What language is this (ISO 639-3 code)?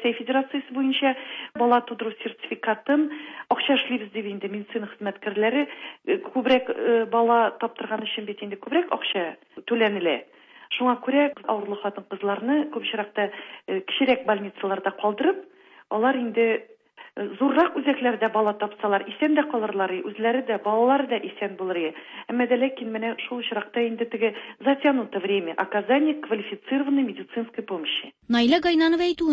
tat